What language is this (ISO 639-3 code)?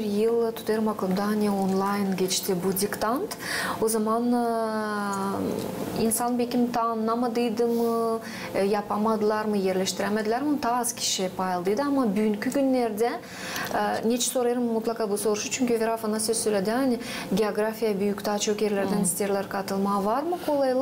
gag